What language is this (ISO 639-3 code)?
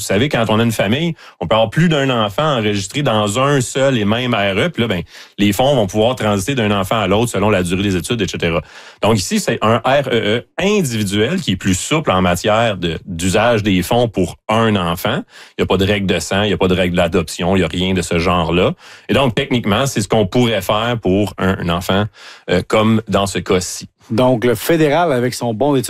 fra